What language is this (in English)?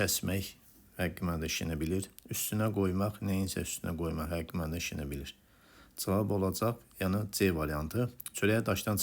Azerbaijani